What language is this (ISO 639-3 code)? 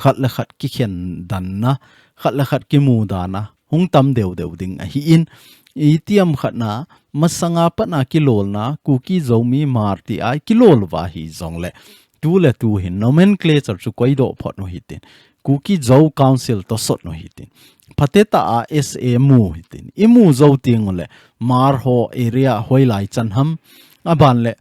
tcz